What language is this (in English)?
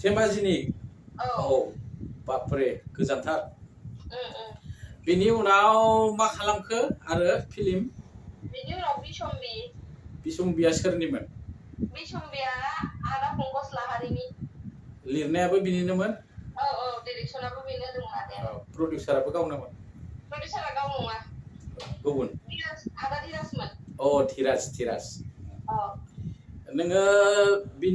Bodo